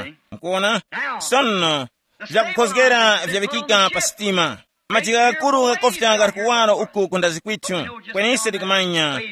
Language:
Tumbuka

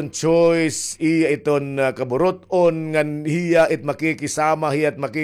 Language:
Waray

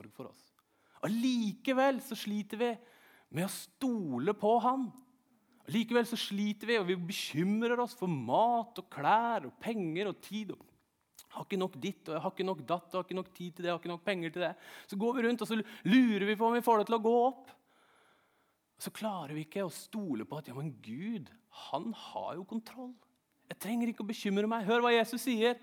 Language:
Norwegian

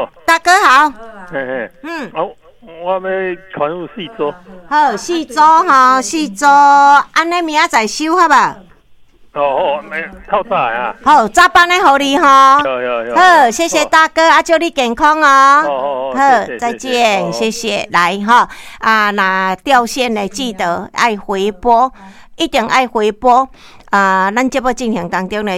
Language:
Min Nan Chinese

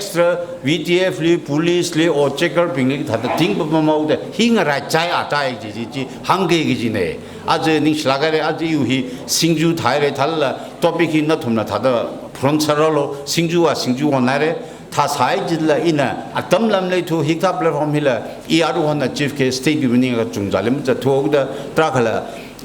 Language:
Tangkhul Naga (India)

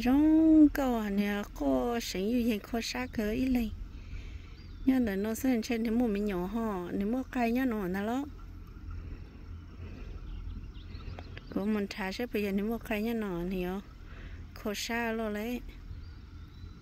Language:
Vietnamese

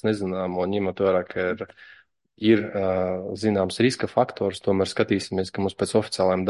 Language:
Latvian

